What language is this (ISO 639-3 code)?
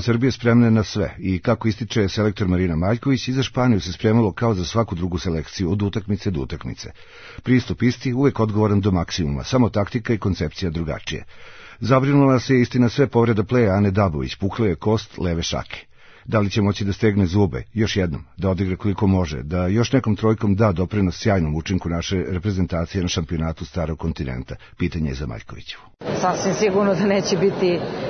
srp